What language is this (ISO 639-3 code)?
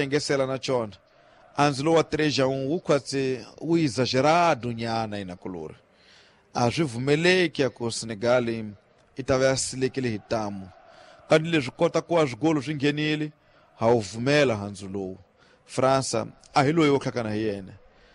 tso